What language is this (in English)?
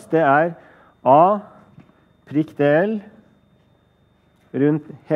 Norwegian